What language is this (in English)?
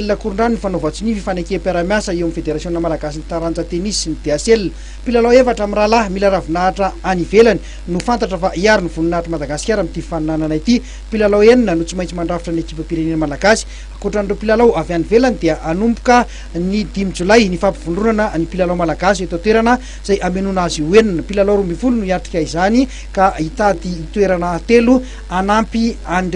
Malagasy